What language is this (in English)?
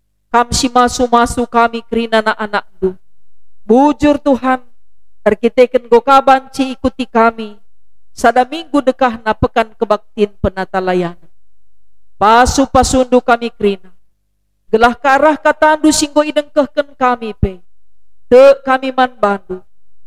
Batak Karo